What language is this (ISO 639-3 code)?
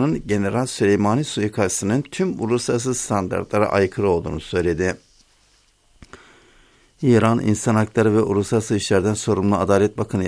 tur